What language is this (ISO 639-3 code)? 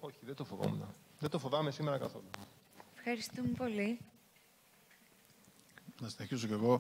ell